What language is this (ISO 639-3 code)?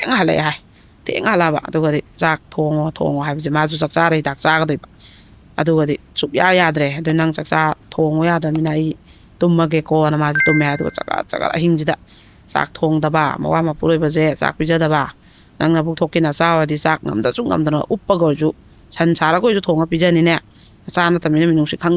mni